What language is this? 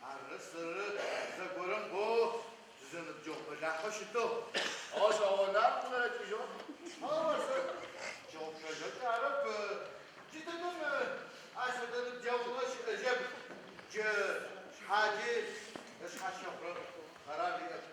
Adyghe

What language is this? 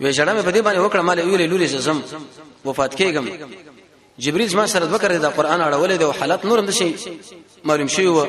Pashto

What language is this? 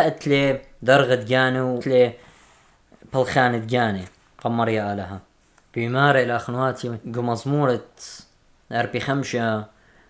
Assyrian Neo-Aramaic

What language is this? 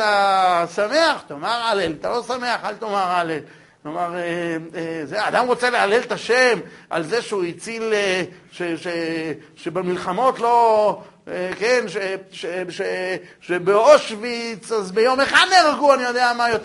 Hebrew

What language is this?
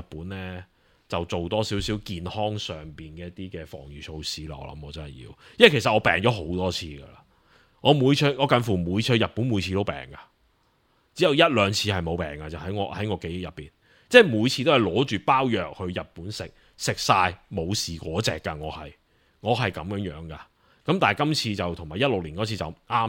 Cantonese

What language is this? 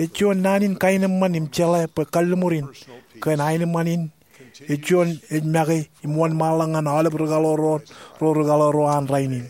Marshallese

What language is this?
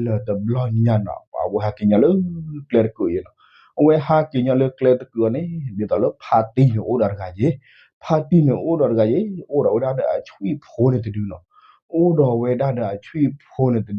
S'gaw Karen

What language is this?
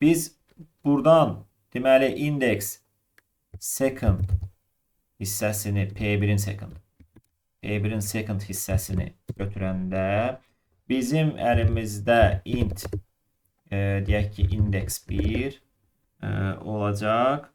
Azerbaijani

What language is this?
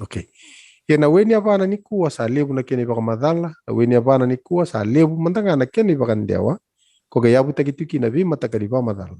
Fijian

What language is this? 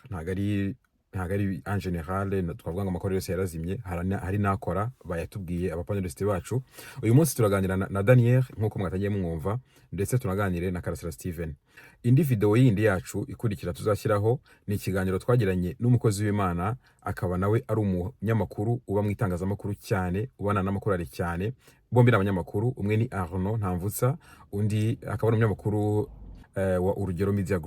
Kinyarwanda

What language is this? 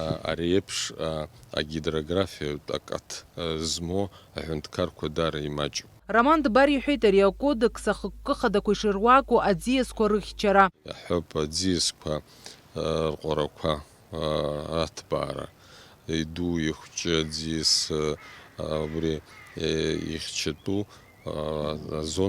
Abkhazian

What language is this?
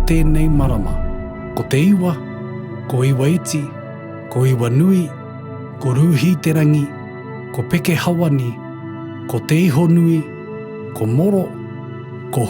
Māori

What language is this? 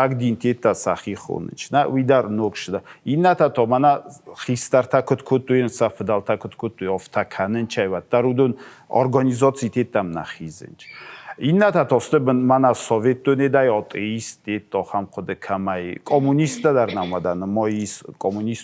Ossetic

